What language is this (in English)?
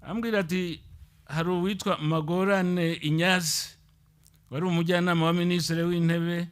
Kinyarwanda